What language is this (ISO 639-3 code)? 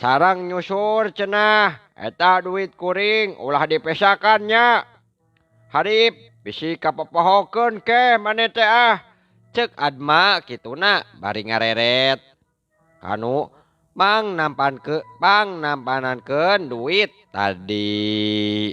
sun